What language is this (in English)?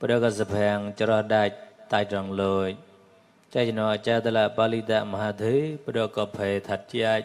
Mon